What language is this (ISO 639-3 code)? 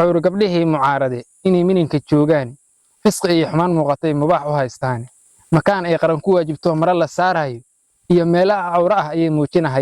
som